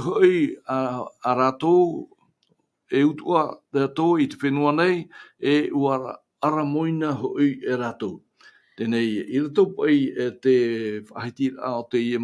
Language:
Tahitian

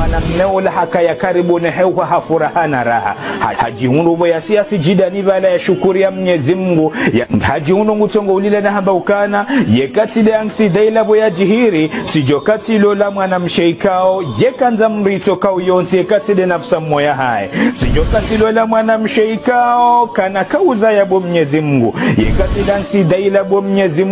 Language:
Ngazidja Comorian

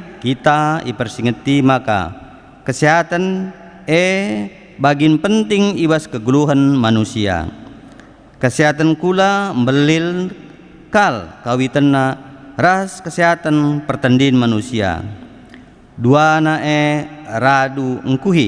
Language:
Batak Karo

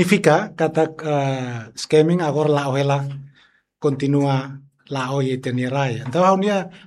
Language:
Tetum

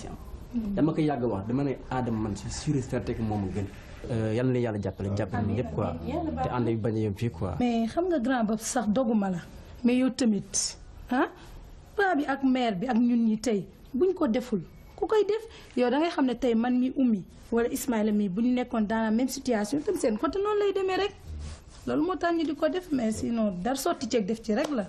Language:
Wolof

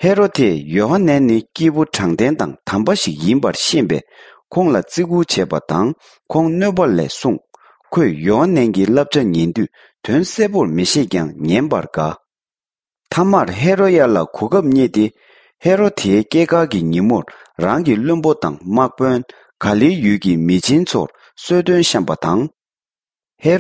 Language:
Tibetan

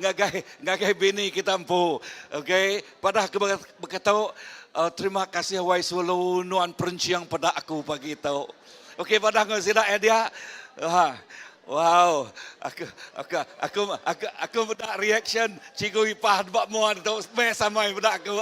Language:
Iban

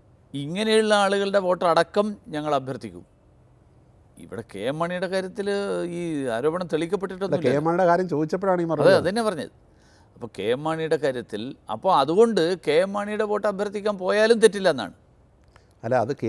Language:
Malayalam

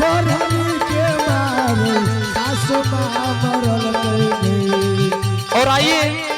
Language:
Angika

